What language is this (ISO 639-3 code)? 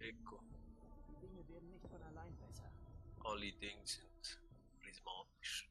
gsw